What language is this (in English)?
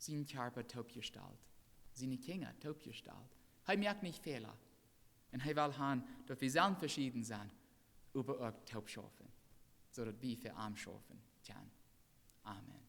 Plautdietsch